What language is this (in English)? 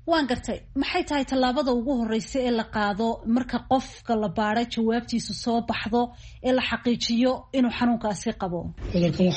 Somali